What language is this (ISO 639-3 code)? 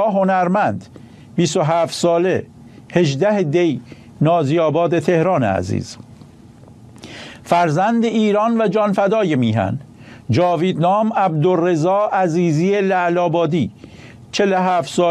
fas